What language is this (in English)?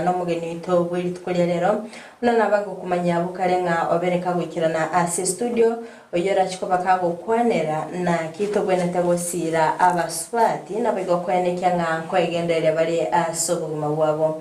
Gusii